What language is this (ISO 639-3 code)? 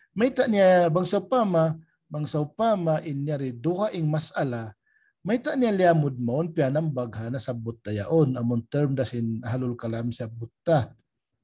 tsg